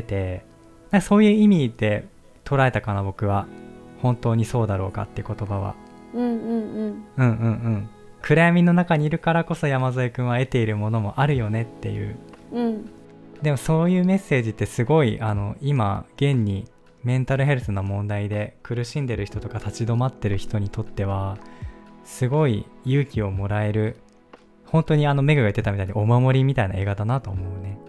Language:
Japanese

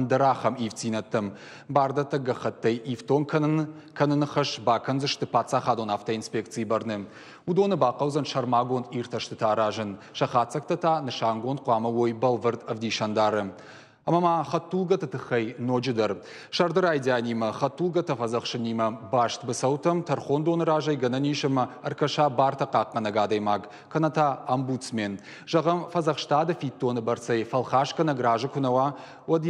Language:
Ossetic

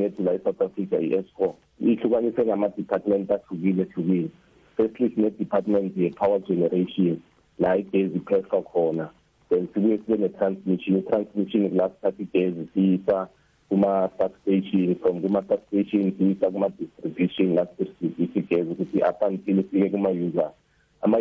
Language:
South Ndebele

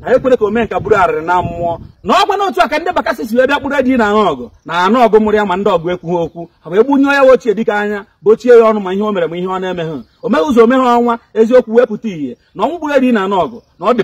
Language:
Igbo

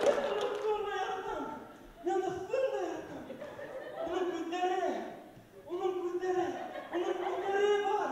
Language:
Bashkir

